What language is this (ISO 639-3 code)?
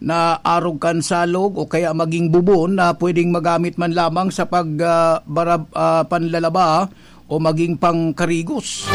bik